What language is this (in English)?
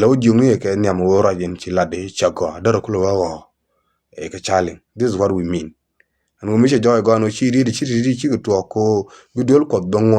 Nuer